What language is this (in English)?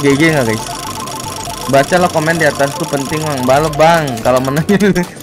Indonesian